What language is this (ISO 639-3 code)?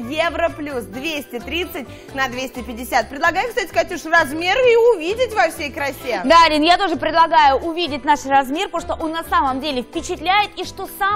rus